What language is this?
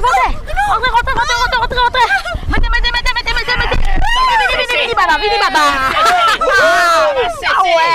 Morisyen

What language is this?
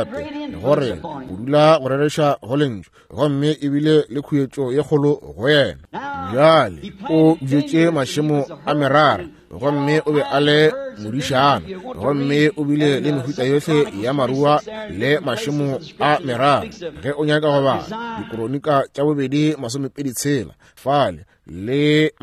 Northern Sotho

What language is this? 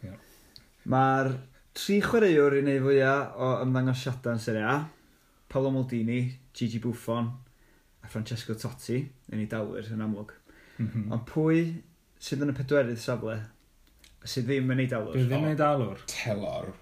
Welsh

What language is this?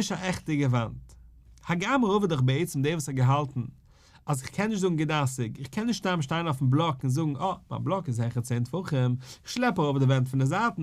Yiddish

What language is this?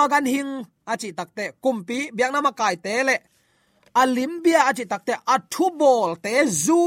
Tedim Chin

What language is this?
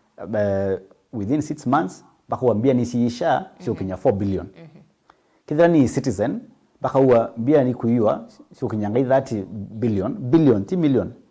Meru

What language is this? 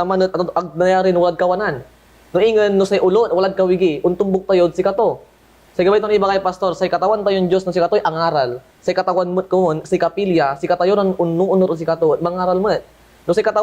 Pangasinan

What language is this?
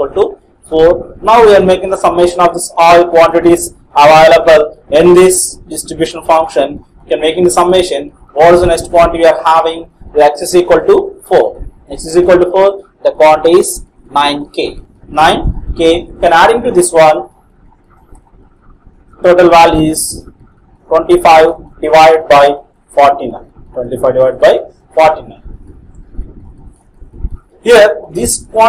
English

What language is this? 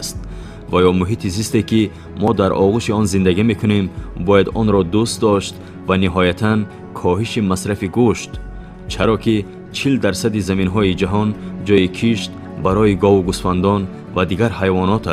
Tajik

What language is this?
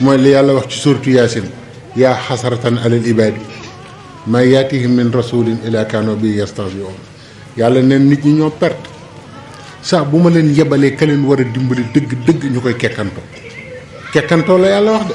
Wolof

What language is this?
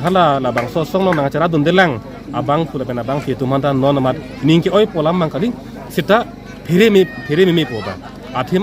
Karbi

